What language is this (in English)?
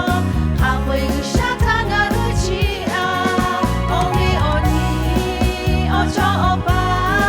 Lahu